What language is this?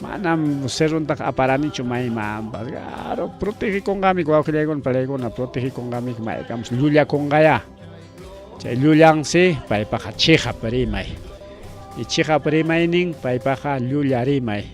Ayacucho Quechua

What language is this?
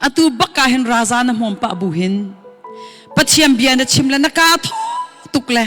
Hakha Chin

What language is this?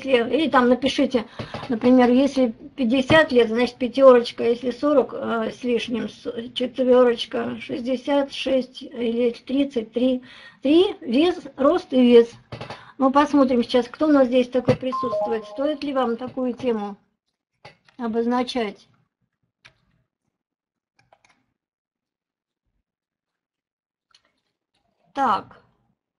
Russian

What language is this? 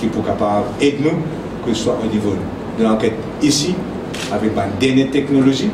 Morisyen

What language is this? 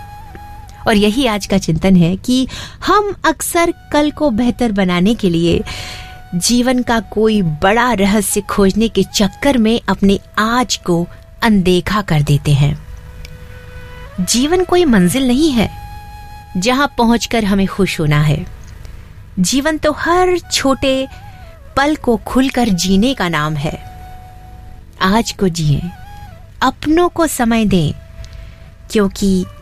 Hindi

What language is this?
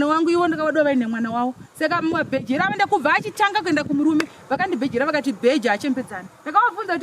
Shona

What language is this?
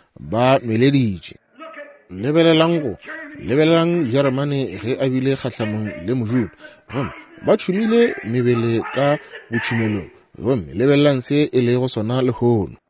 Northern Sotho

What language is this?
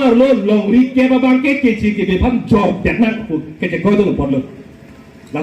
Karbi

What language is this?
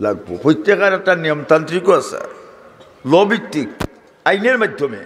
Sylheti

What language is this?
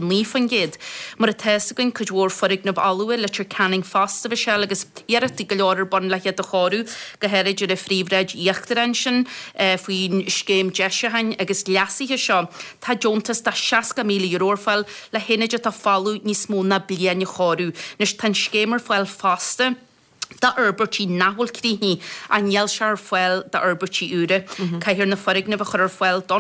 Irish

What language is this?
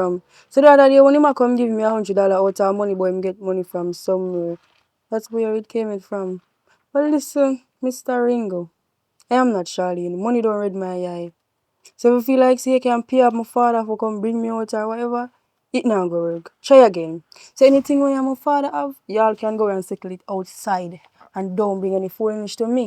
Jamaican Creole English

